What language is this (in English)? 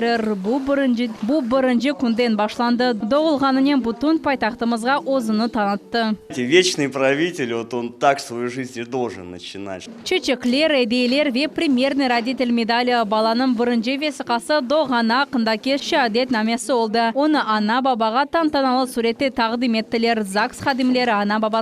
Crimean Tatar